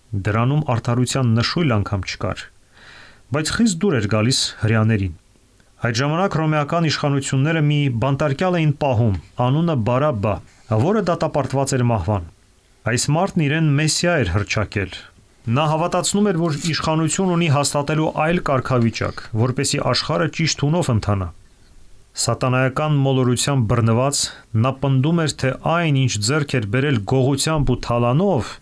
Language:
Armenian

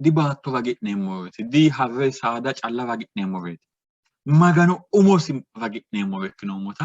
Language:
Sidamo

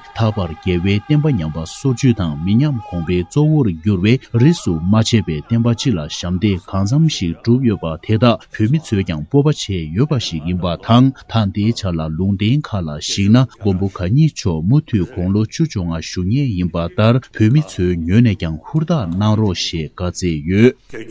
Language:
Tibetan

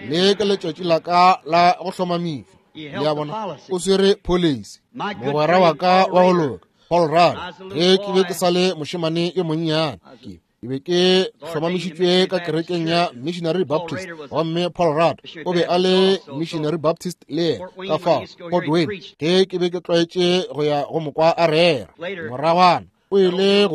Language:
Northern Sotho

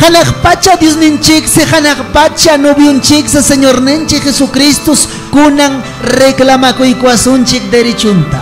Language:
Ayacucho Quechua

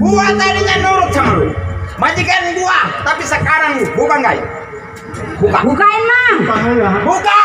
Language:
Betawi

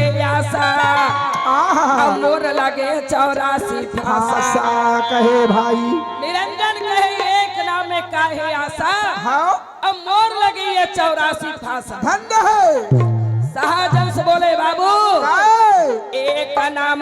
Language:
Chhattisgarhi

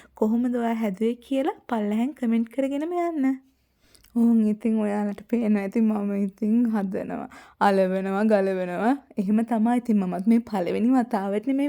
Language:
Sinhala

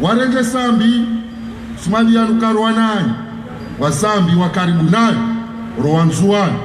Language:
Ngazidja Comorian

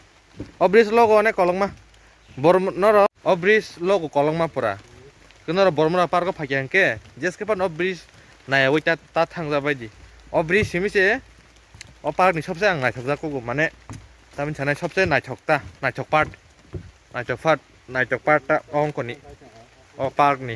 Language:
Kok Borok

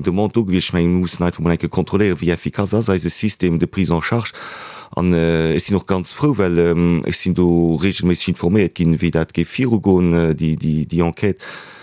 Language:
Luxembourgish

